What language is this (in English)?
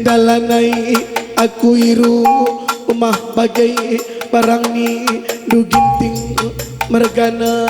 Batak Karo